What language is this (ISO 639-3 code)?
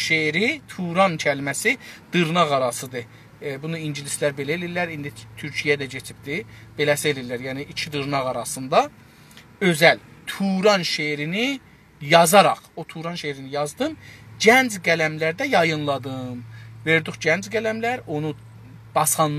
azb